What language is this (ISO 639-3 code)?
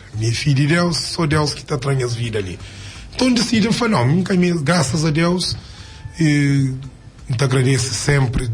kea